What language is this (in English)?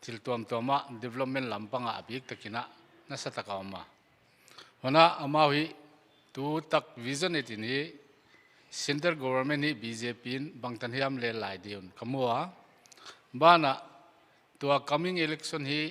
Paite Chin